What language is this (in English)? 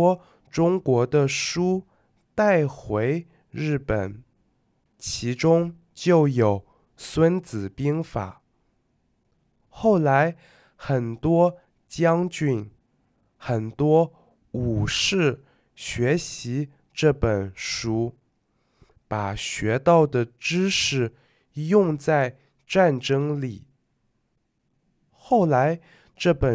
Chinese